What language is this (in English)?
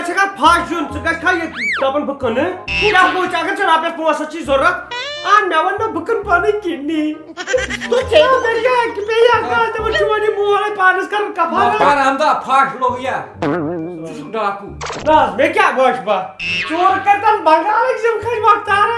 Kashmiri